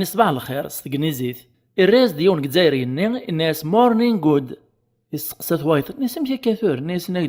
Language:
Kabyle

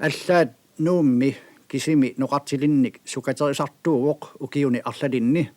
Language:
Kalaallisut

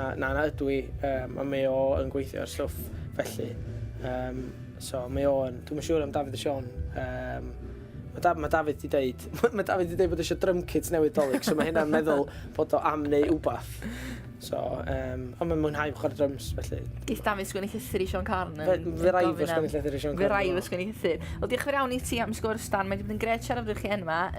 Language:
Welsh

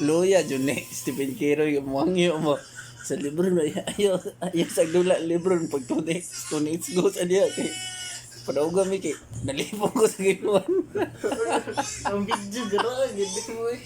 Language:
Cebuano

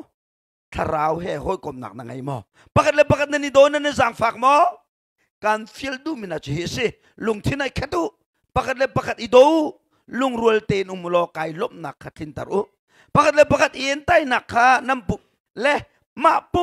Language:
Hakha Chin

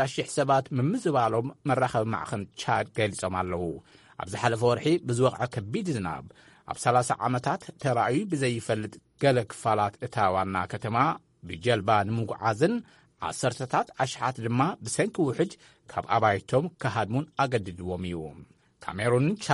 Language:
Tigrinya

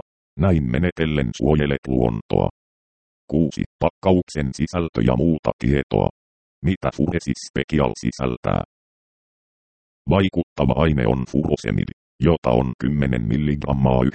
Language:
Finnish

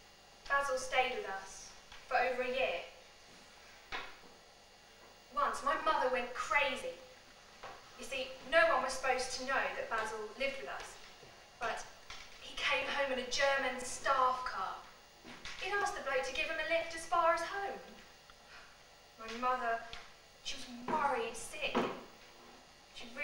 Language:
English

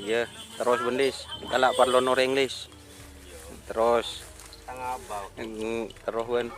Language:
Madurese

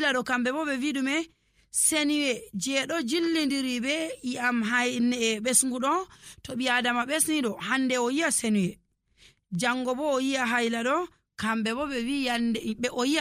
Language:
Nigerian Fulfulde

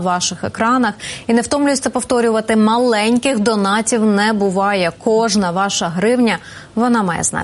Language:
Ukrainian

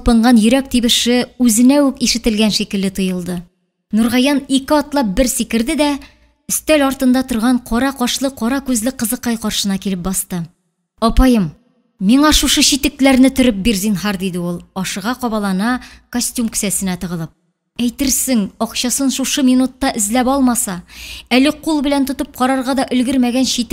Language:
Tatar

